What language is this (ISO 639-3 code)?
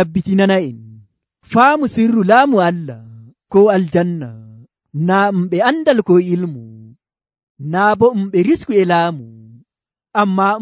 fuv